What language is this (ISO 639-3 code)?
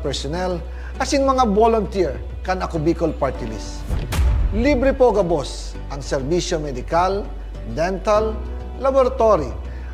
bik